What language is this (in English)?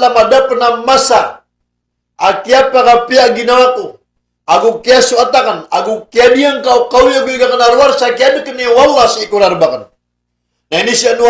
Maranao